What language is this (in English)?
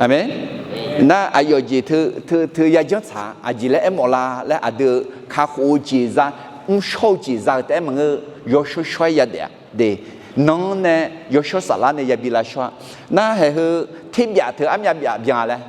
Akha